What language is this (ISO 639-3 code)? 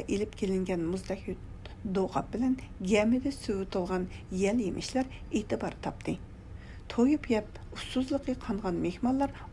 uig